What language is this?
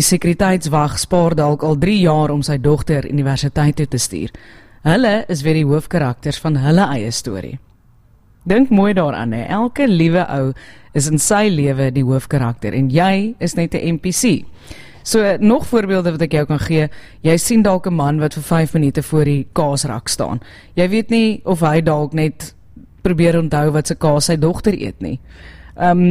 Afrikaans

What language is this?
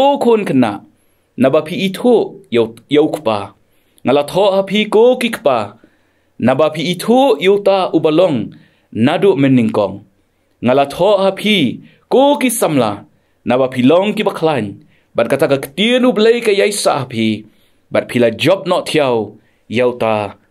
Khasi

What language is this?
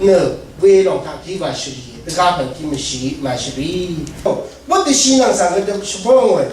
Rawang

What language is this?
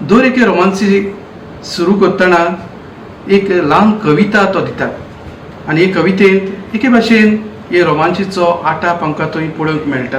Konkani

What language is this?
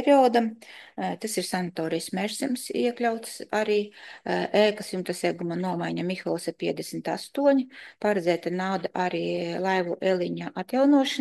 Latvian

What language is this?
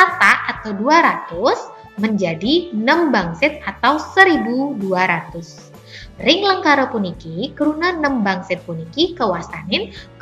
Balinese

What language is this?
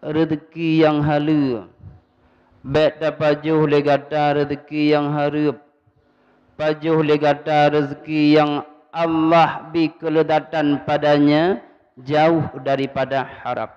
Achinese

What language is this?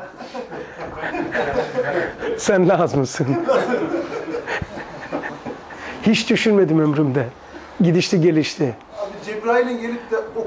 Turkish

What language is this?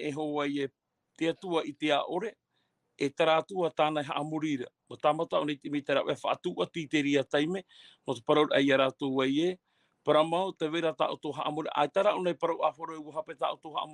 Tahitian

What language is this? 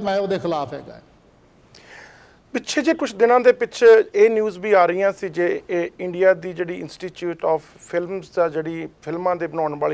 Punjabi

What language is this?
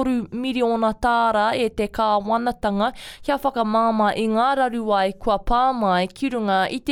Māori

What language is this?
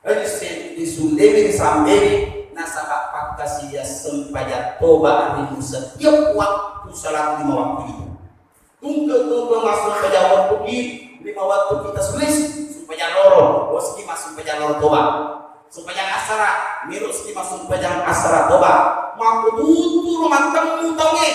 Buginese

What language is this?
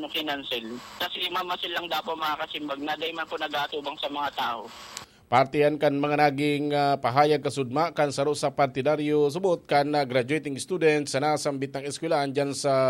Bikol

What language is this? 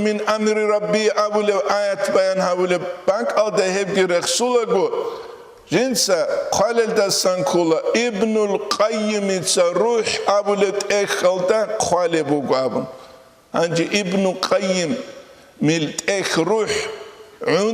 Avaric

